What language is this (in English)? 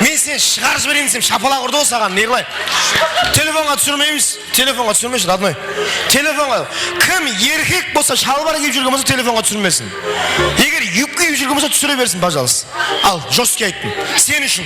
Kara-Kalpak